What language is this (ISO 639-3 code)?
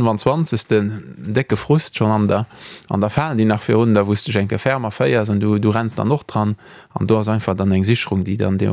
ltz